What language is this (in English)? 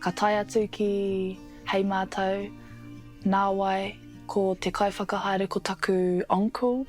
Māori